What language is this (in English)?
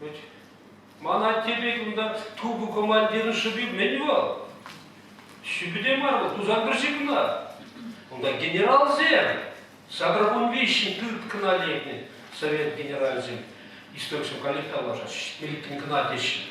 Chuvash